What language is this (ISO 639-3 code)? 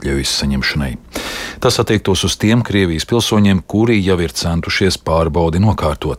lav